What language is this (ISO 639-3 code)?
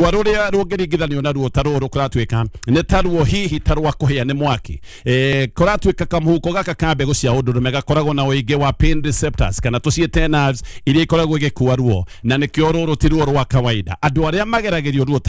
kik